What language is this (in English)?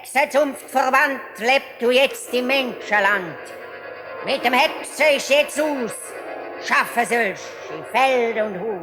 Swiss German